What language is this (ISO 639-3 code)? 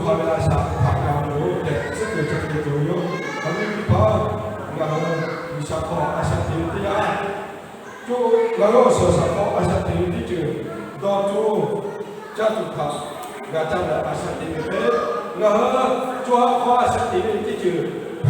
lhu